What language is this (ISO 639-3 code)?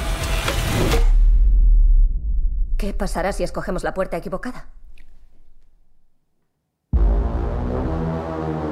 spa